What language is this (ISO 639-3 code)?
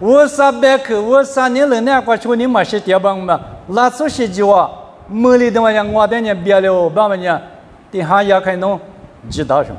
lis